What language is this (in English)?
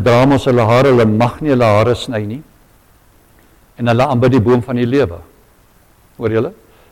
Afrikaans